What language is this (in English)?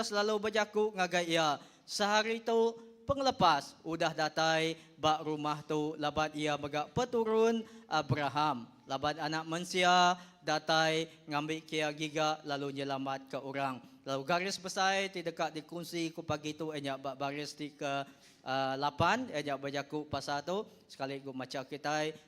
Iban